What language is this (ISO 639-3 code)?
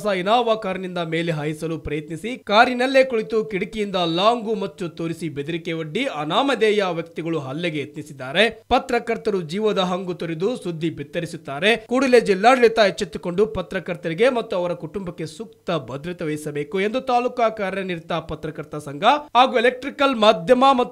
kan